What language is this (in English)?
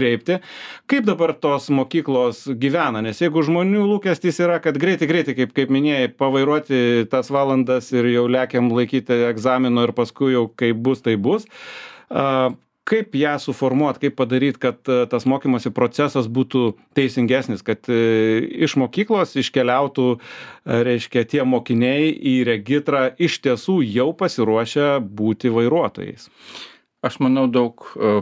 Lithuanian